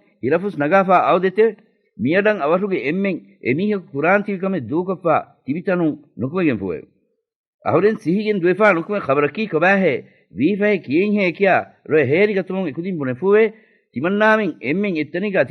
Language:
Divehi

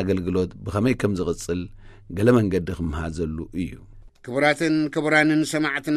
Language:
Tigrinya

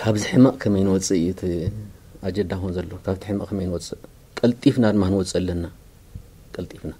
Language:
Tigrinya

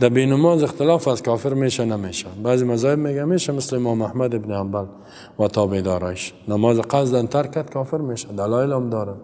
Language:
Persian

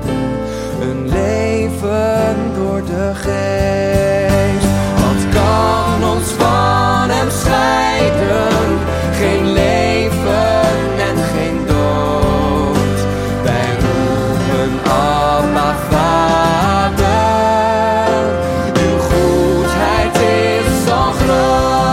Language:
Dutch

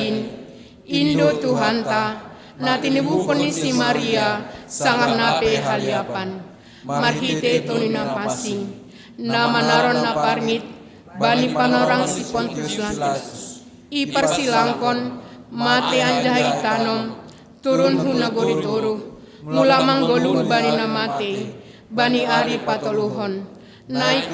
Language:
Batak Simalungun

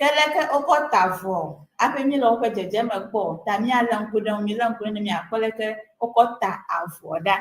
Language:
Ewe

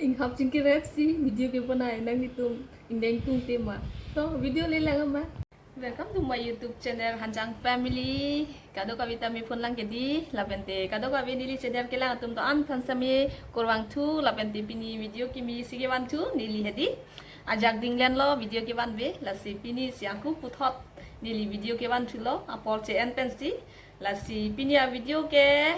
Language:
Karbi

